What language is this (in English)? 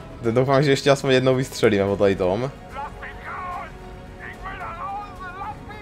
Czech